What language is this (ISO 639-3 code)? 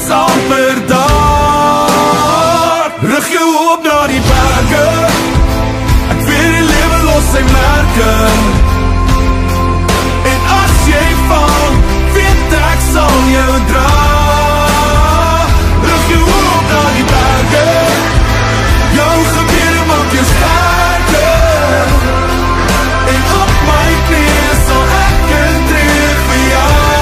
afr